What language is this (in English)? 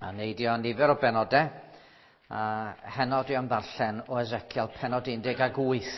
Welsh